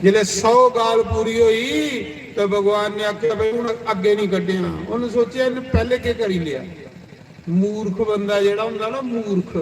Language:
Dogri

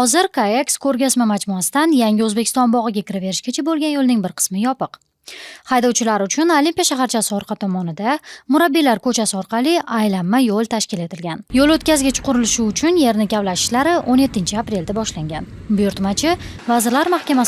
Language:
Uzbek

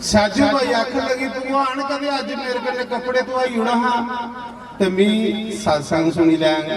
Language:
Dogri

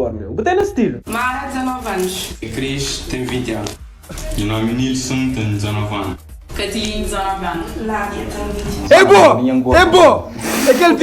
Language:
Kabuverdianu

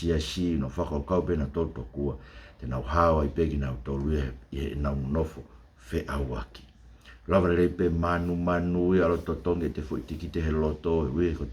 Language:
Tongan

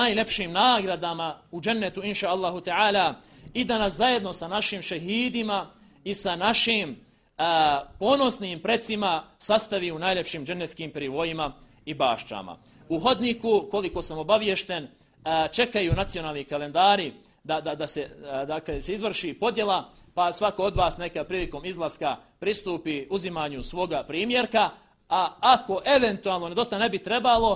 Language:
Bosnian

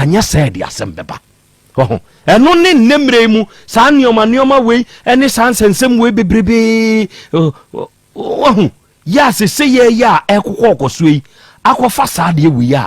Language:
Akan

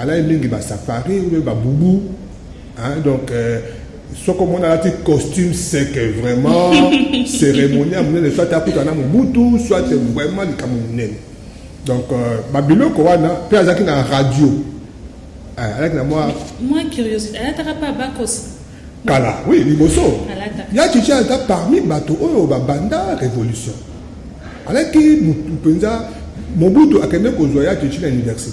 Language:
Lingala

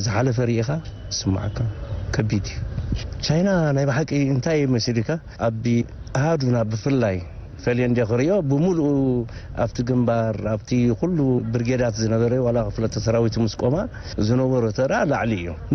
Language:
Tigrinya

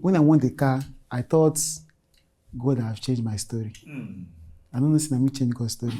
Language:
Nigerian Pidgin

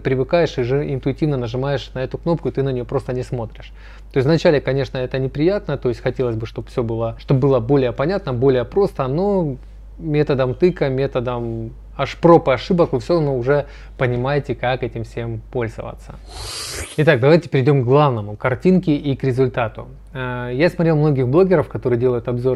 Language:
Russian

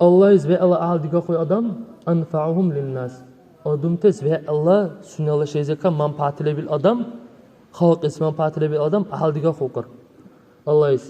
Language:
Dargwa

